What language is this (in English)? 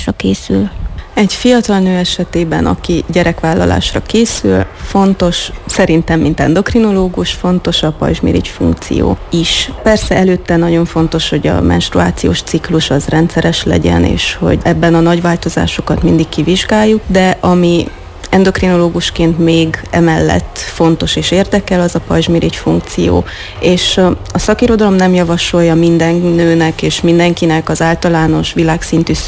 Hungarian